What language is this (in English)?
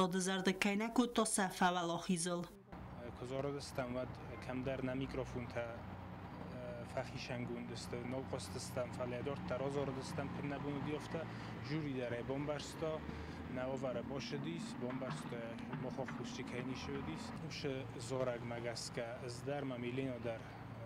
Ossetic